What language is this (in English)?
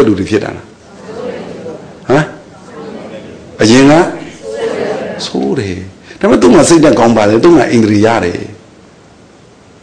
Burmese